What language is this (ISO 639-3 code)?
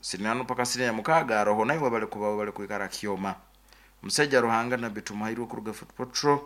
nyo